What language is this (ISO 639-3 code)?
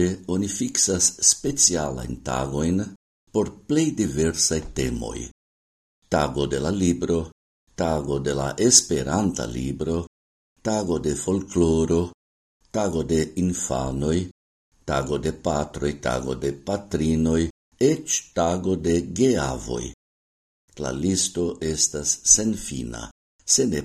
epo